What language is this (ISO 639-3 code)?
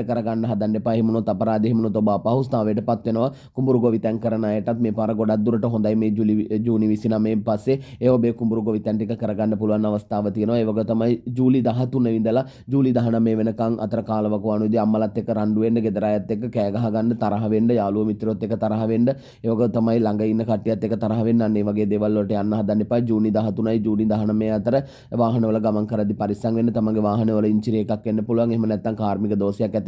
sin